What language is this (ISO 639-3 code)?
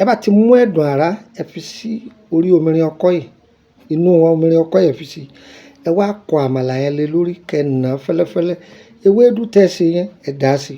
yor